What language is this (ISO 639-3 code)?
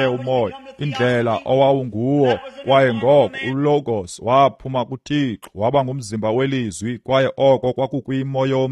xho